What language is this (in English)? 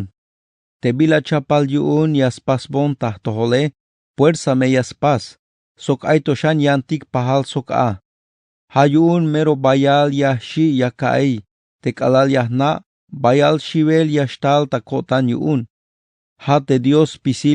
Tzeltal